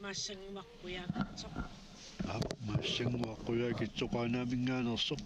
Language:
Kalaallisut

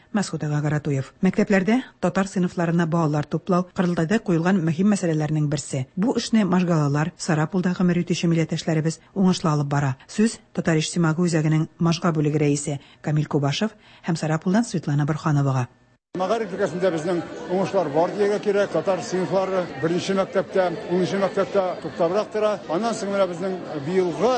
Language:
Tatar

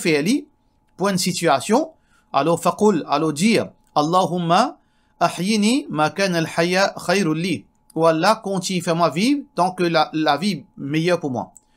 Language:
Morisyen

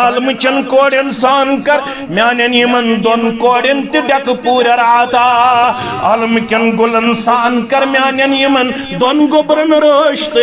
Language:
Kashmiri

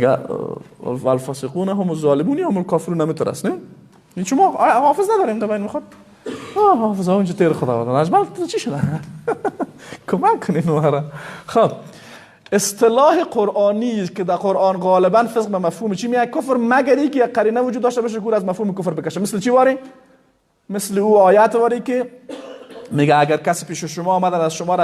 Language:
Persian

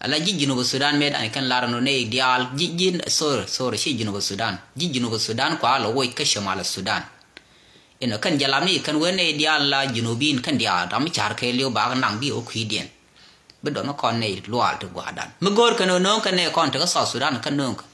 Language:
Nuer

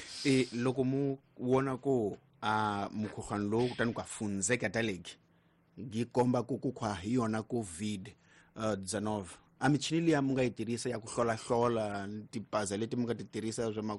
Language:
Tsonga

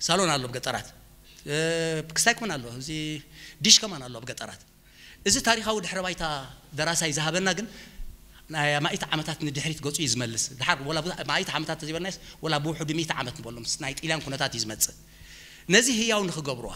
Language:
Tigrinya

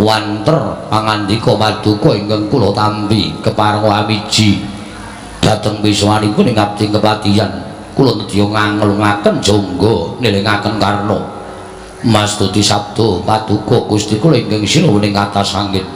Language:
Javanese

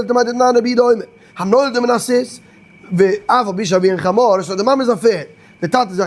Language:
Yiddish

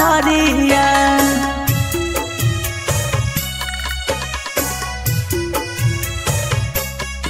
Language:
Bhojpuri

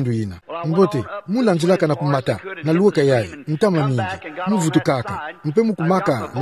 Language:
Kituba (Democratic Republic of Congo)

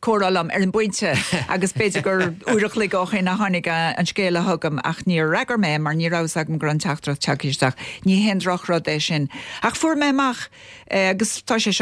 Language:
Irish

